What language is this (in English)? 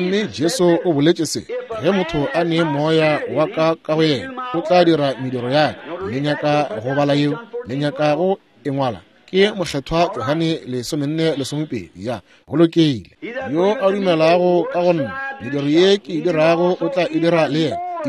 Northern Sotho